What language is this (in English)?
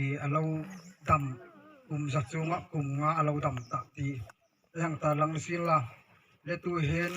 Mizo